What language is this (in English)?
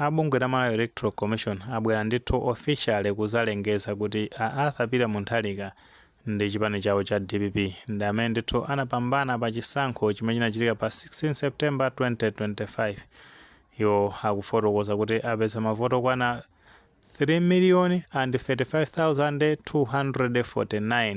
Nyanja